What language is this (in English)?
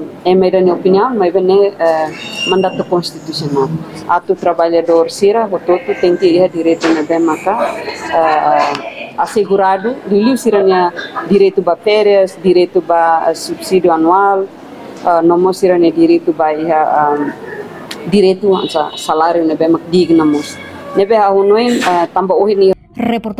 Tetum